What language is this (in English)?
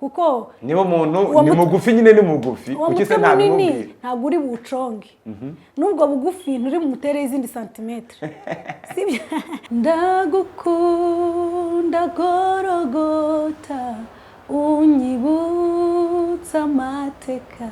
Kinyarwanda